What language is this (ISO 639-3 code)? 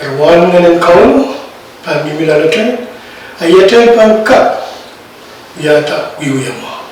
pon